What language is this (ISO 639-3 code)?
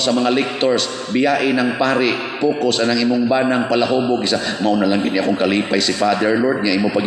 ceb